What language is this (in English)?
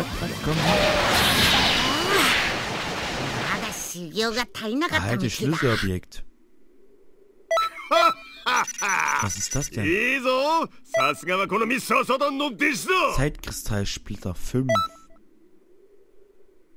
German